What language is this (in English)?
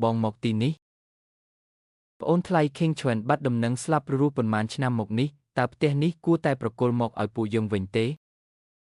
Khmer